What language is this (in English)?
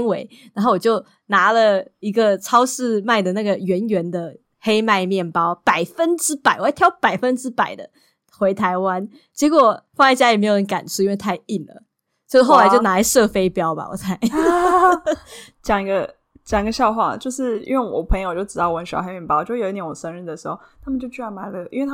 Chinese